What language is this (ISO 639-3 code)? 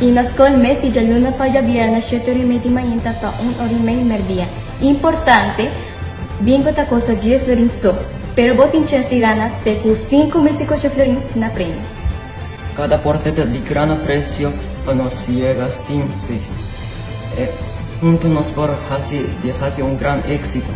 pap